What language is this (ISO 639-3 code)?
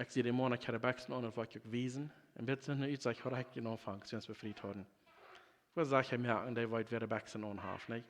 pdt